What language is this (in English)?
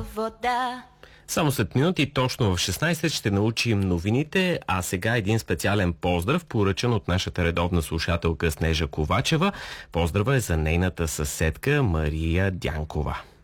Bulgarian